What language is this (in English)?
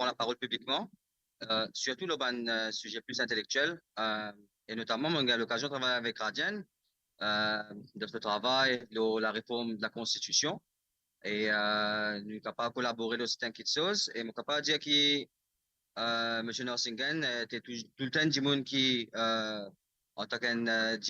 Morisyen